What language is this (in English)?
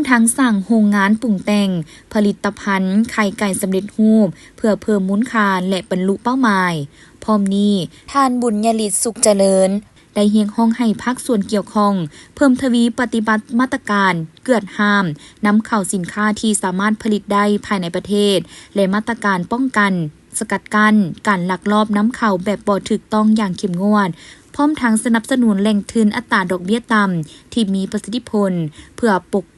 Lao